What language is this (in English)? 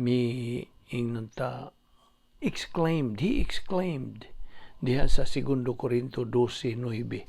Cebuano